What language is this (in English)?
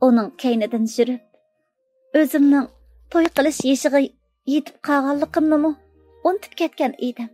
Uyghur